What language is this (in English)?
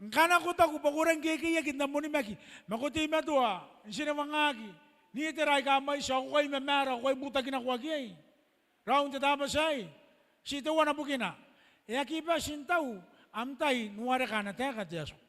Gilbertese